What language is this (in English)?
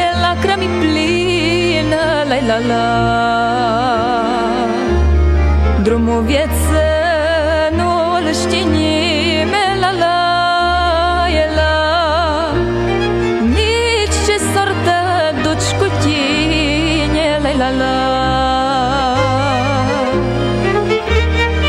Romanian